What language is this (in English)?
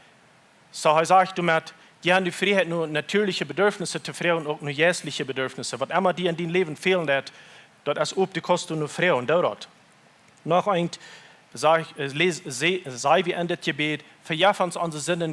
Plautdietsch